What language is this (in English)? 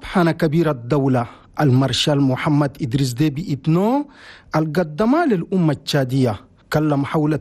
Chadian Arabic